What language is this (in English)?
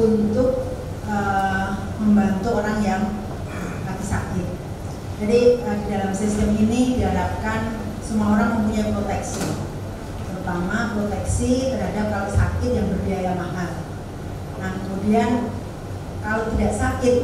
Indonesian